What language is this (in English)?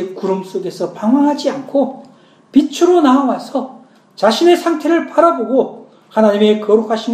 Korean